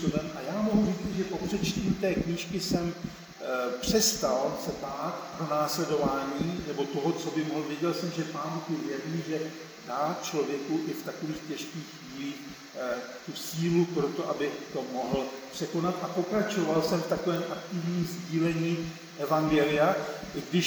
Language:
Czech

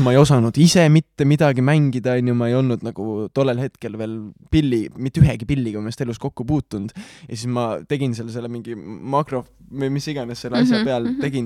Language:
Estonian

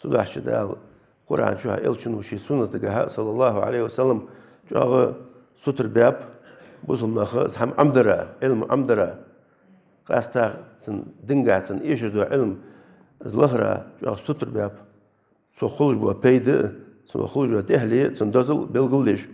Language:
Ingush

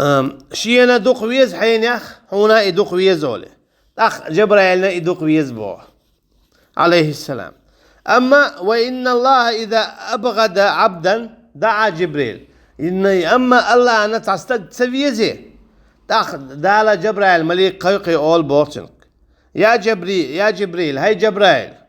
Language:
Chechen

